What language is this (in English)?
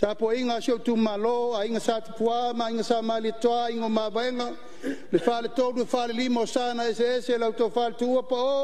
Samoan